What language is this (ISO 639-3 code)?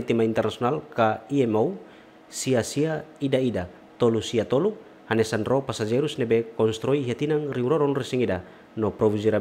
tet